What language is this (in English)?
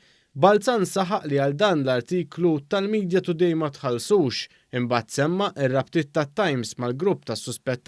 Maltese